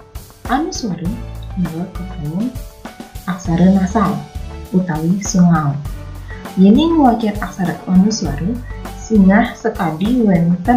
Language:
Balinese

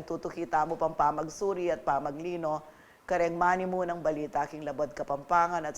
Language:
Pampanga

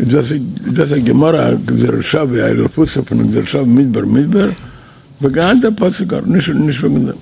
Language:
Yiddish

